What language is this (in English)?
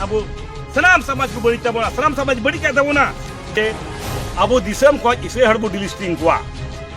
Santali